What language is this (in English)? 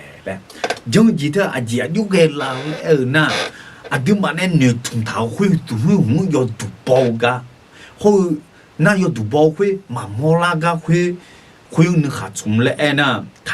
Akha